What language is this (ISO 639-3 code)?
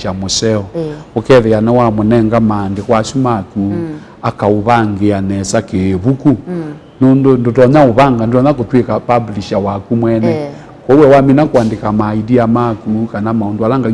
kam